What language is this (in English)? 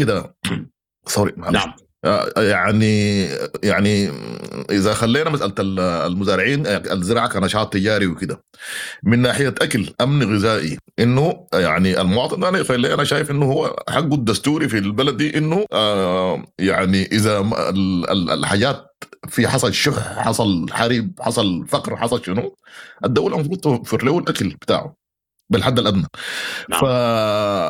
Sudanese Arabic